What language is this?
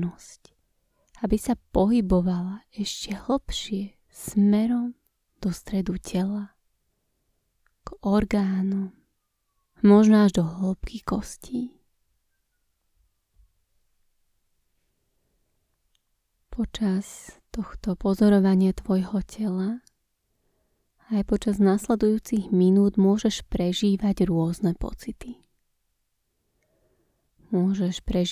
Slovak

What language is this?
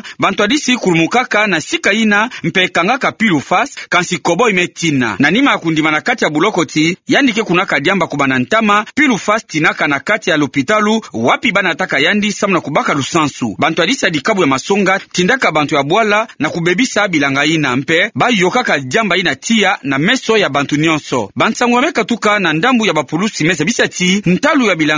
Kituba (Democratic Republic of Congo)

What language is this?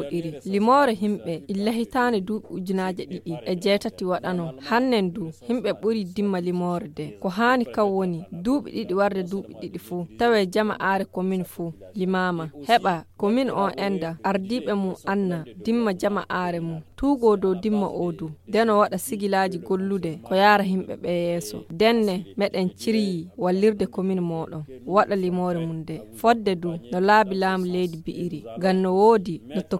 Fula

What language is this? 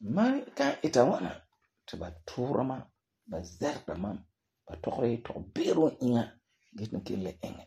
Frafra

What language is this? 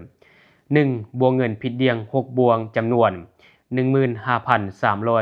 Lao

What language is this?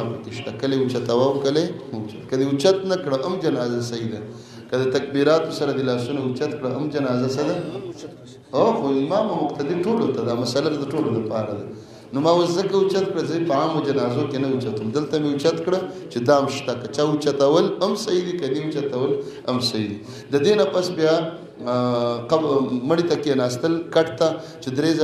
Pashto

